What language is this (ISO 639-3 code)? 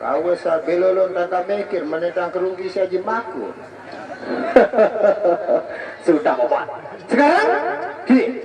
sas